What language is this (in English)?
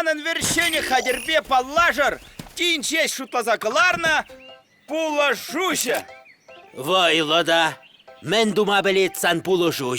Chuvash